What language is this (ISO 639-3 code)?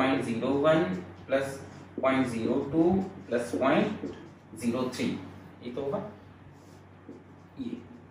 hin